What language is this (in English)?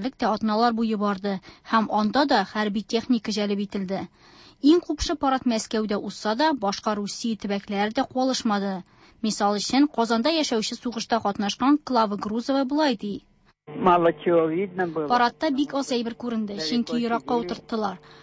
Tatar